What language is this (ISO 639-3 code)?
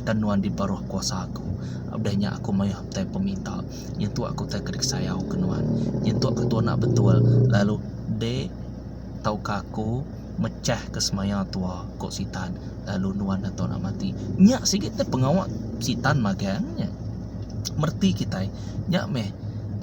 iba